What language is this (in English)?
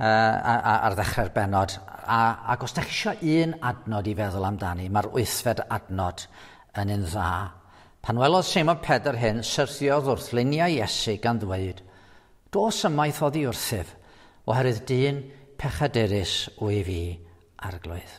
Welsh